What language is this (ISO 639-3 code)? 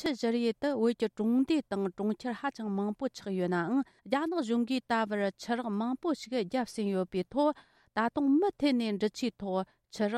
bod